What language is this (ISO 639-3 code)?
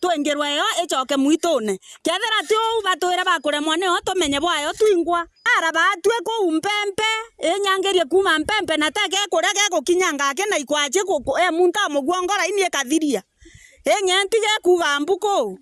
mer